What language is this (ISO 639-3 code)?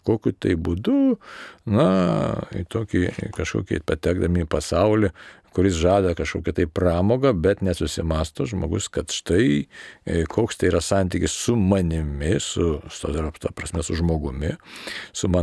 lit